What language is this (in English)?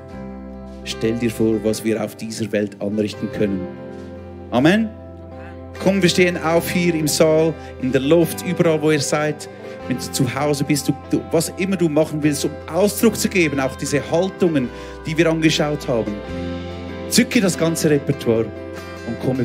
Swiss German